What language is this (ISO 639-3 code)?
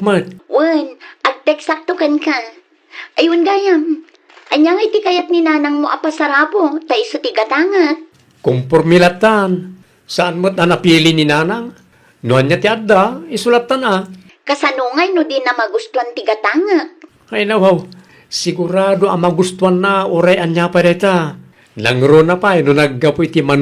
ilo